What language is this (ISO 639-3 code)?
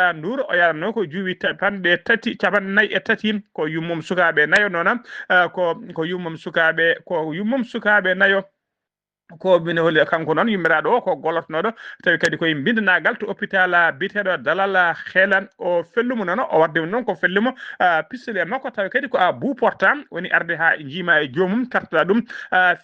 ful